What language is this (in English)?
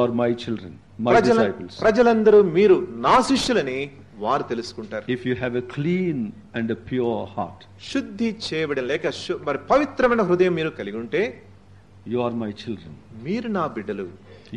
Telugu